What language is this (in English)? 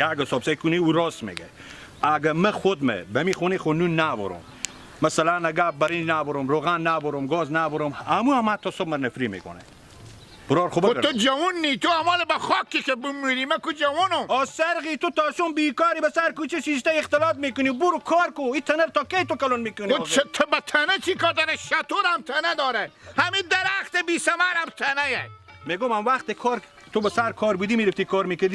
Hazaragi